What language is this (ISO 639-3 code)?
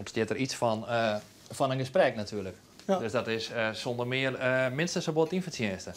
fry